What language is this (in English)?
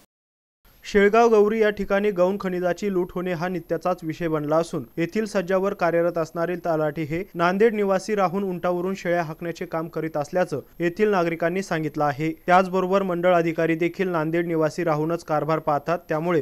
Marathi